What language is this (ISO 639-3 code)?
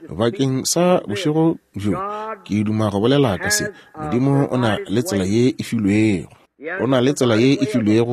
nso